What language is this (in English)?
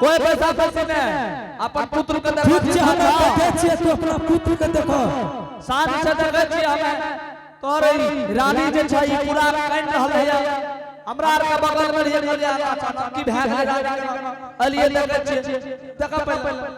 Angika